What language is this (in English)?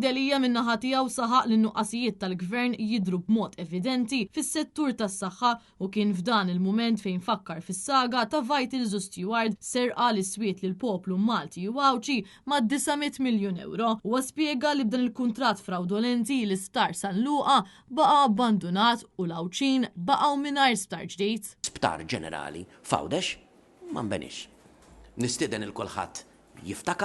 Maltese